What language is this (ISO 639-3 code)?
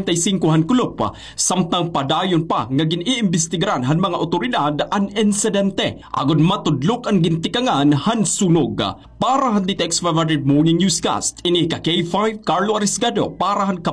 war